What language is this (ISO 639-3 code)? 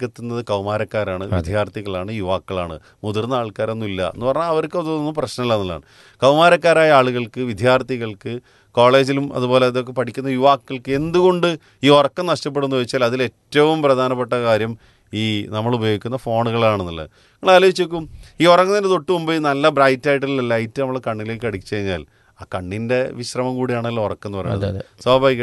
mal